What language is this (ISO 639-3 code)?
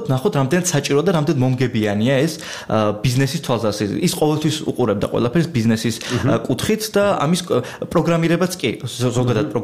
kat